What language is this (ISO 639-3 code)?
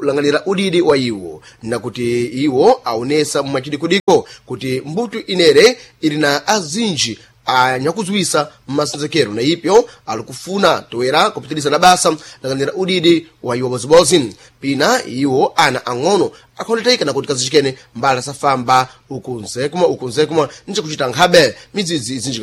seh